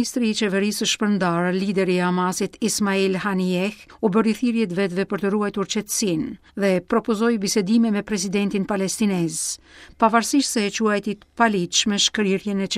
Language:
Albanian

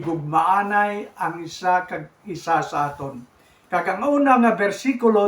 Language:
Hiligaynon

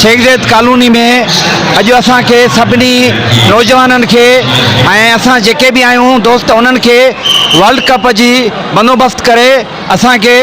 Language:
Sindhi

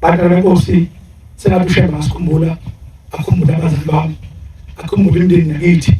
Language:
Zulu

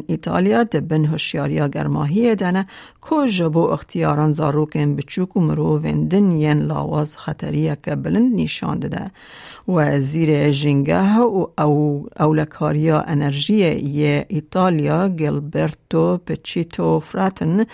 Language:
Kurdish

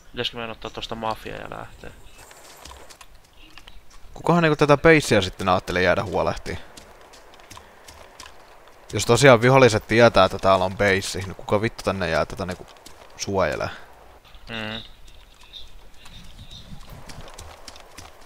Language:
Finnish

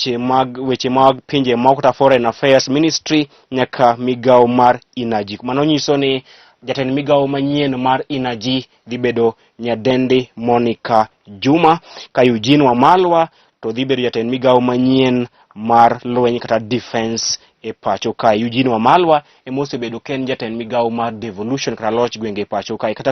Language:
Luo (Kenya and Tanzania)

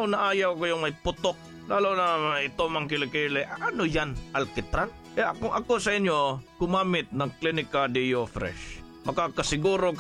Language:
Filipino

